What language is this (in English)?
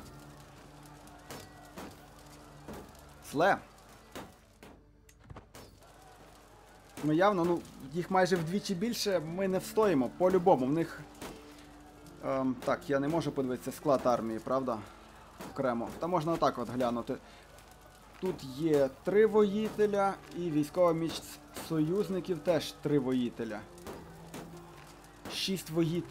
Ukrainian